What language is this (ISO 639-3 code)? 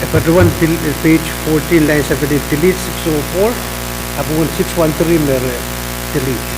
pon